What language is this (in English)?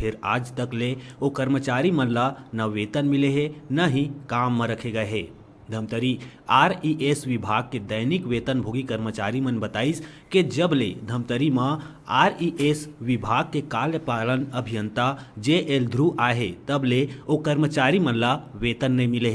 Chhattisgarhi